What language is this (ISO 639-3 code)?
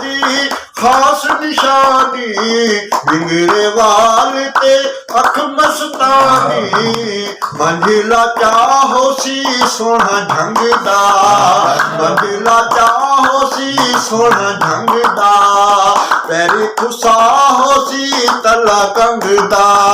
skr